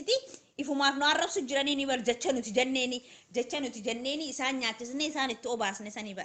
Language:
Oromo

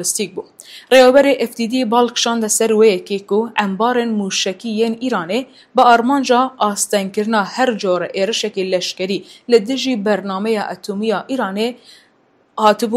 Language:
Kurdish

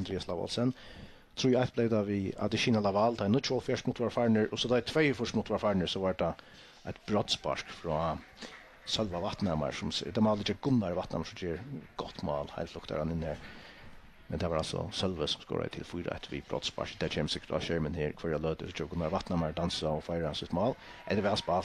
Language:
Faroese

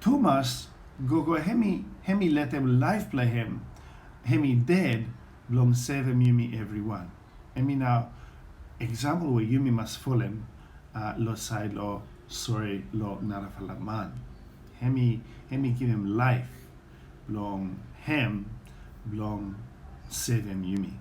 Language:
Bislama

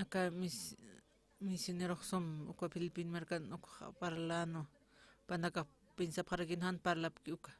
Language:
Aymara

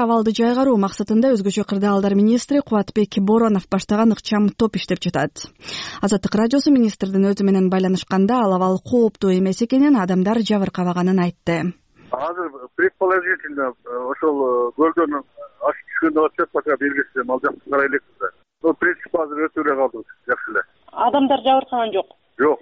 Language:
Kyrgyz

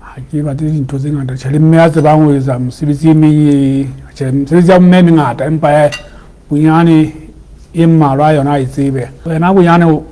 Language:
Southern Sotho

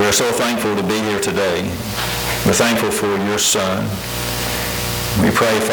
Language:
English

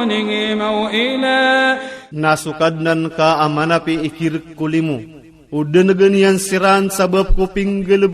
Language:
Iranun (Philippines)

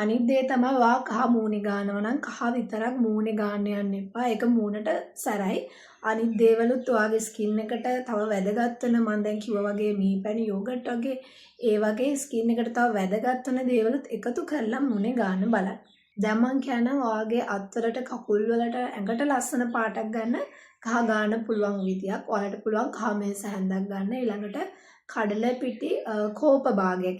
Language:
Sinhala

